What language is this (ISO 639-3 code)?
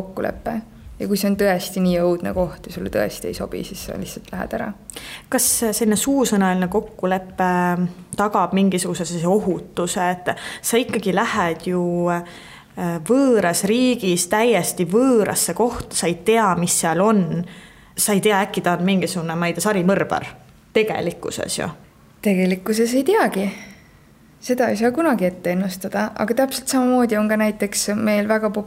est